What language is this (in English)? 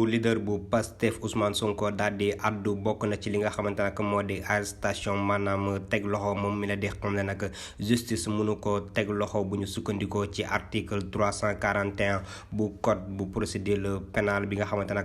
Wolof